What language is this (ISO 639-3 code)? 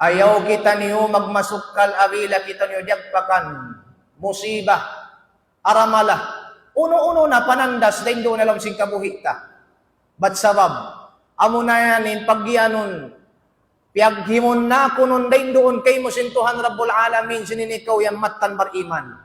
tsg